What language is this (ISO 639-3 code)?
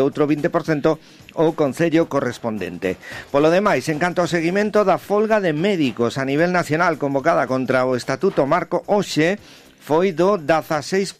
glg